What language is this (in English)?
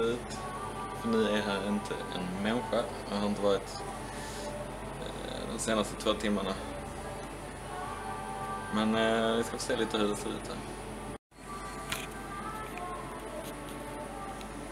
Swedish